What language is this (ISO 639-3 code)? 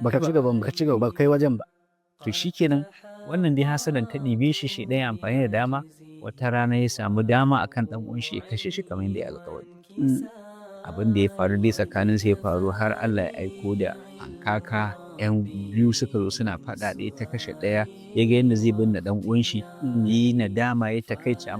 hau